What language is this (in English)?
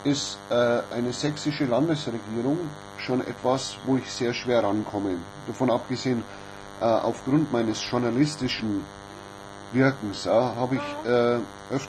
German